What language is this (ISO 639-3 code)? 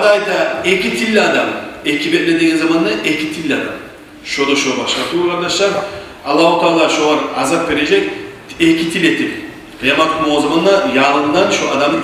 kum